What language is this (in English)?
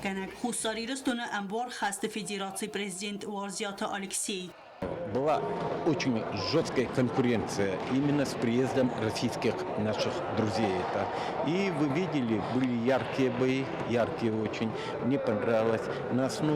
Ossetic